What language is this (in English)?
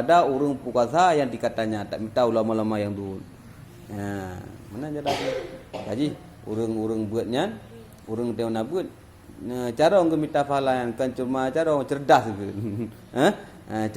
Achinese